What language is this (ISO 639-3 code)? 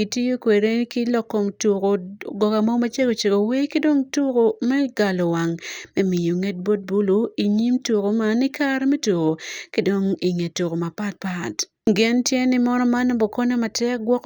ach